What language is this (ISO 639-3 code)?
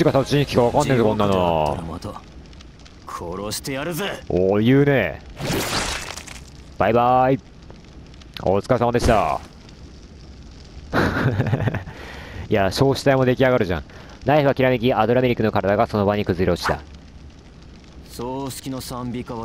jpn